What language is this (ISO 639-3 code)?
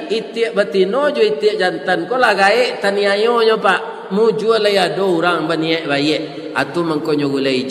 min